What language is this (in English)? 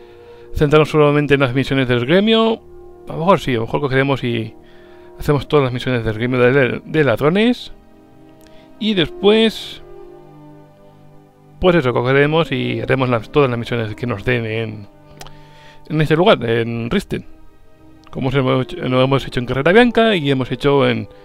Spanish